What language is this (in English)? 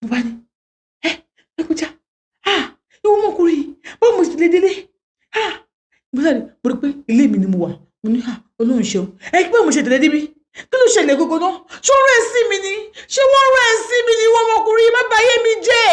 Yoruba